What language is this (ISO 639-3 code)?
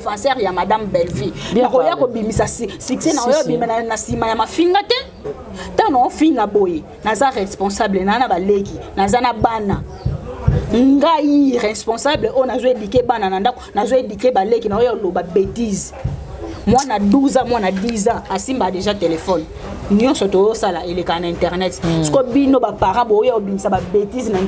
lin